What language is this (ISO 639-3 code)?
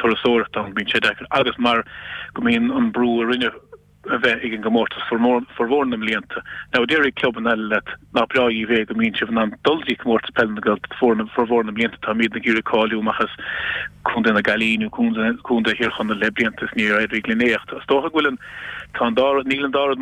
gle